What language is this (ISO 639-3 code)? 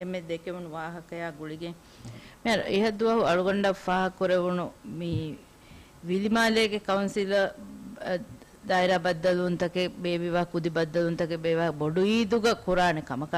div